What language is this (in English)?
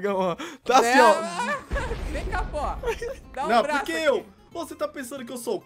Portuguese